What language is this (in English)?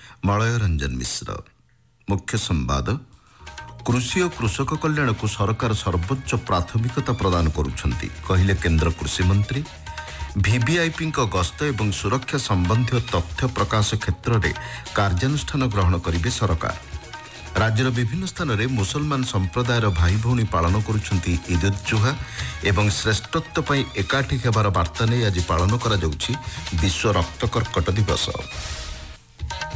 Odia